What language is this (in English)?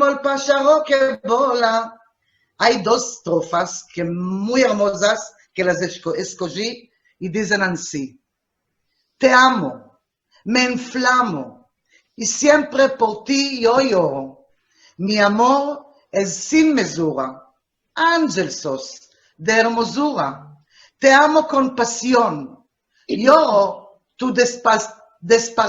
Ladino